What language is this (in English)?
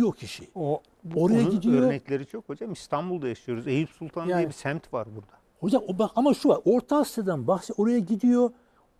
Turkish